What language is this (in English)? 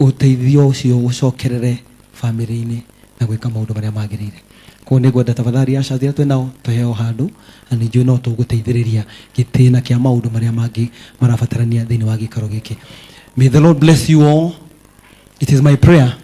Kikuyu